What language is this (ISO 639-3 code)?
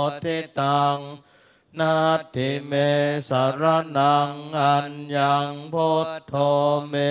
pli